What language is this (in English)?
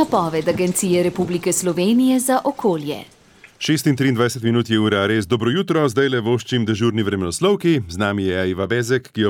Slovenian